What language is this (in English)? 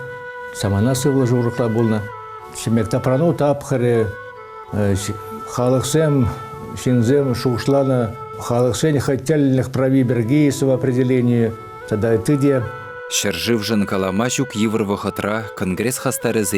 Chuvash